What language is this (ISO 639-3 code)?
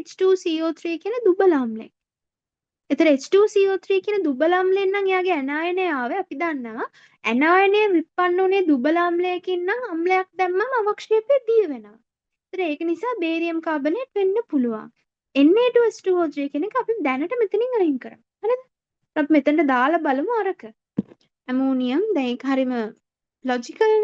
sin